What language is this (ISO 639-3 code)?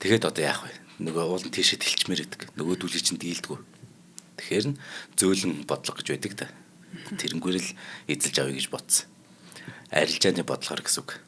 mon